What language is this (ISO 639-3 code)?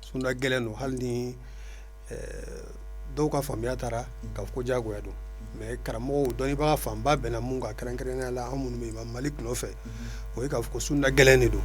bam